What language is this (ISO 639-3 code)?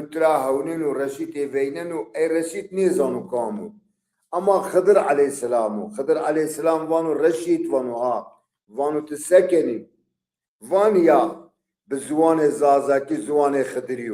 zza